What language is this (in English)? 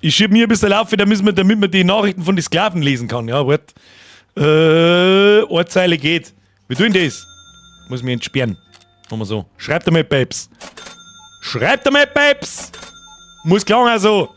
Bavarian